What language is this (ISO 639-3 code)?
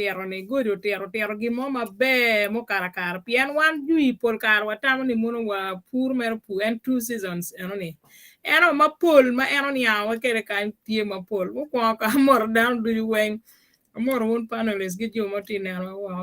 ach